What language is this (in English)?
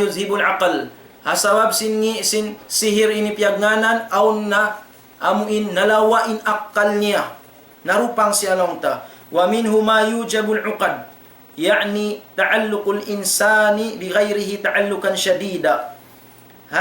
Tausug